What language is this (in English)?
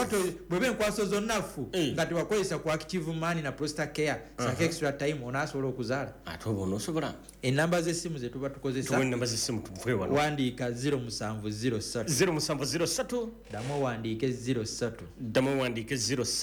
Ganda